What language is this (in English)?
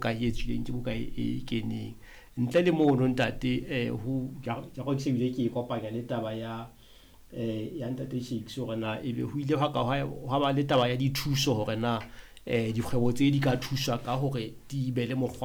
Southern Sotho